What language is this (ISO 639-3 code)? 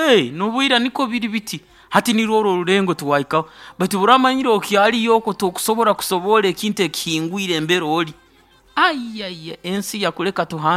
nyo